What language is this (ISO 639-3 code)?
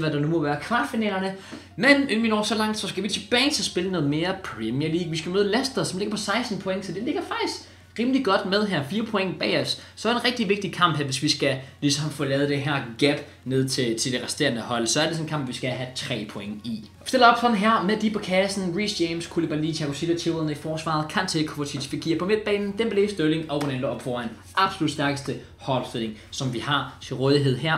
dan